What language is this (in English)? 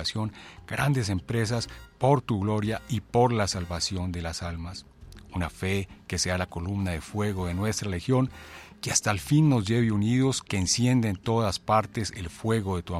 Spanish